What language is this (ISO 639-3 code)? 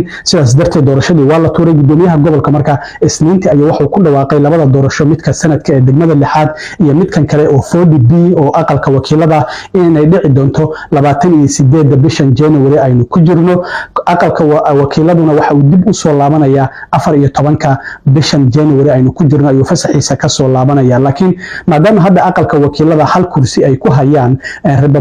som